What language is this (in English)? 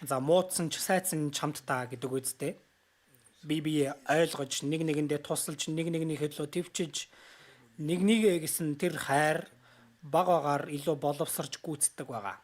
Mongolian